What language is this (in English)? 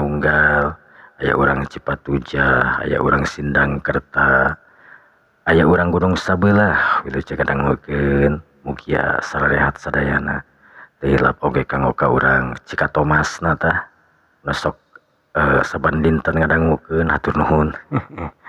Sundanese